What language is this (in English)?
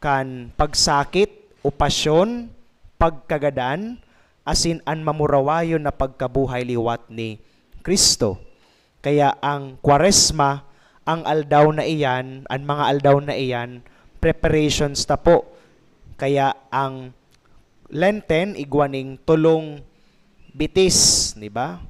Bikol